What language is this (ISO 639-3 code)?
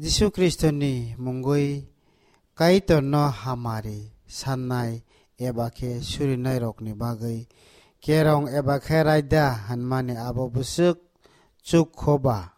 trp